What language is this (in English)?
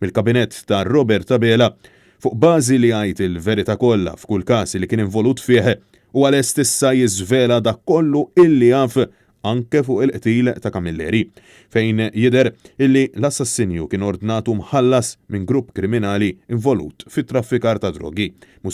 Maltese